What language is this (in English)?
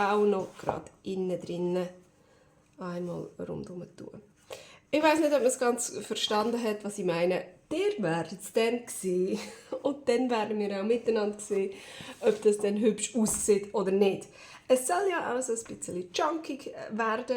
Swiss German